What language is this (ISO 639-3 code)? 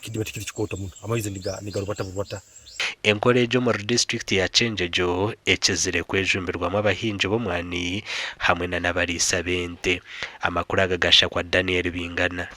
nyn